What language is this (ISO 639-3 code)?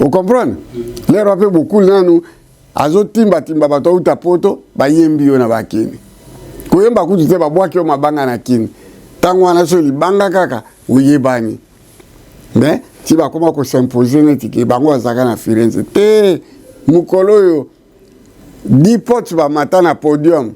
lin